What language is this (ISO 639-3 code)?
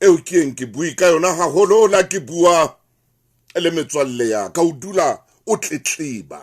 sot